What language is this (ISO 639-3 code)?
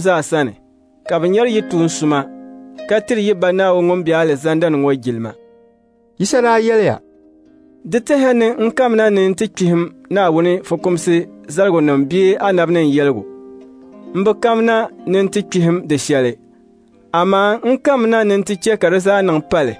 dag